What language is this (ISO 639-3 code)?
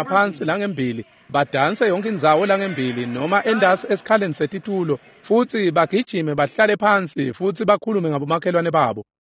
ssw